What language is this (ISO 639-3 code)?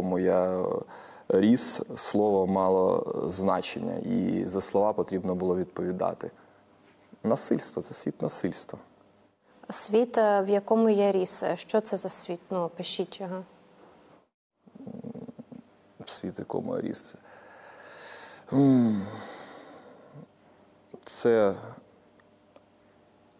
ukr